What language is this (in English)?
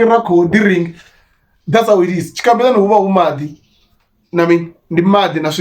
Venda